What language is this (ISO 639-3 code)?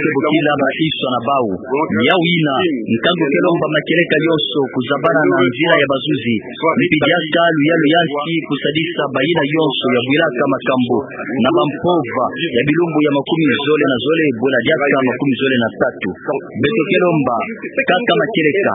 ktu